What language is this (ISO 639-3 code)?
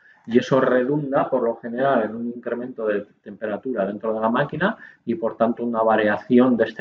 spa